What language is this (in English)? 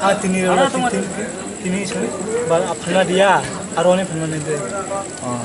Kok Borok